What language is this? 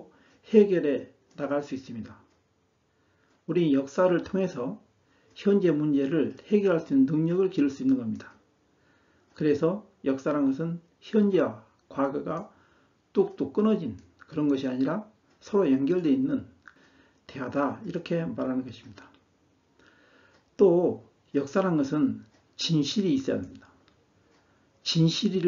Korean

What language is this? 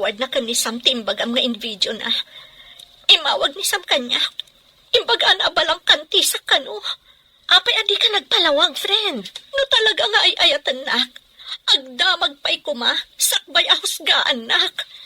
Iloko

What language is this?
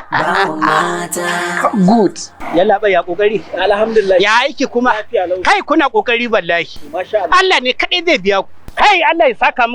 Hausa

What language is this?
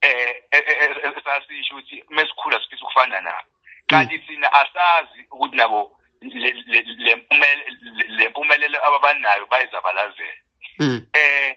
Zulu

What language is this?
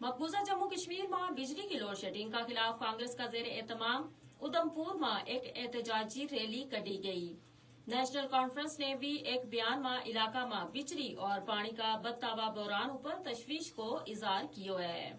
Gujari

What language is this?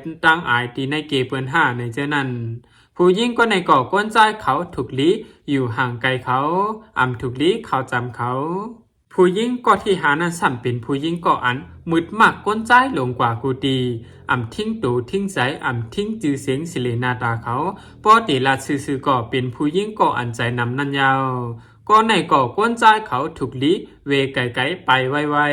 Shan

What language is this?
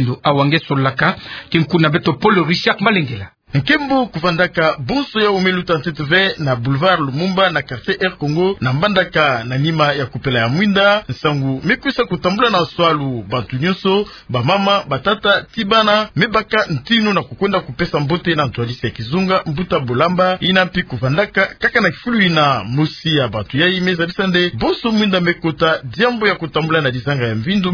Kituba (Democratic Republic of Congo)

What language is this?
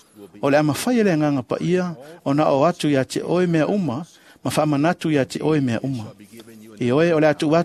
Samoan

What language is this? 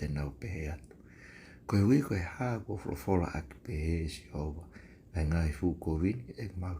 Tongan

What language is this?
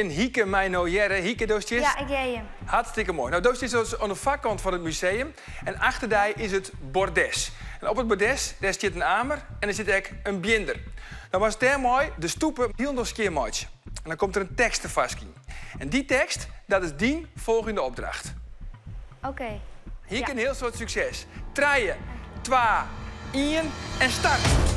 Western Frisian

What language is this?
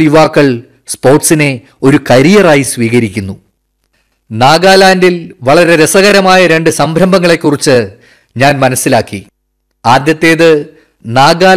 Malayalam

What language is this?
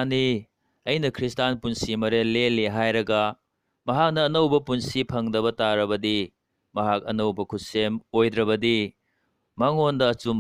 Manipuri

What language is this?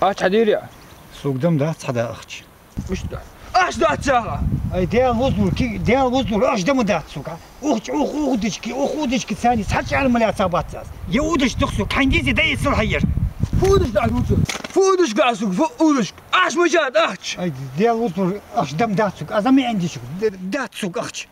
Ingush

